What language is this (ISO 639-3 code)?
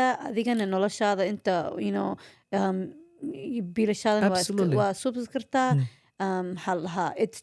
som